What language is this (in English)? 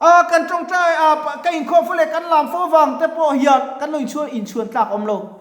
Mizo